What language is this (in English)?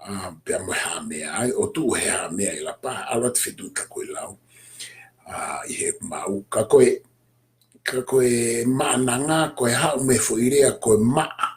Tongan